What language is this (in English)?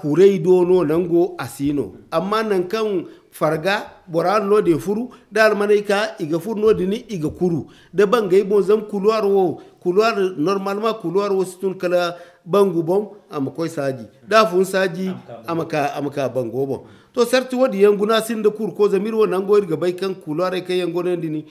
Zarma